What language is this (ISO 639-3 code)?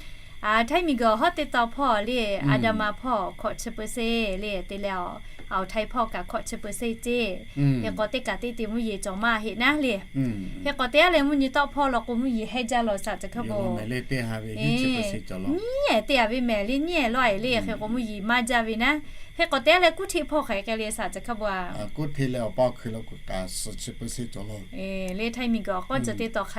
lhu